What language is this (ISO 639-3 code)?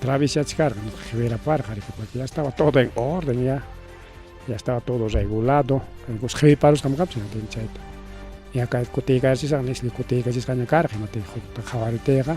quy